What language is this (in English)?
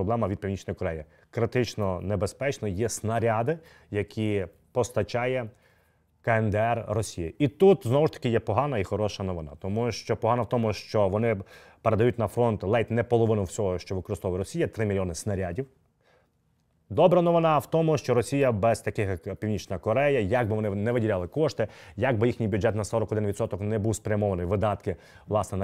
Ukrainian